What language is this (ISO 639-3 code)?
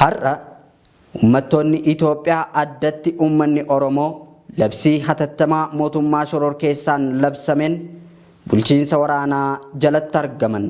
orm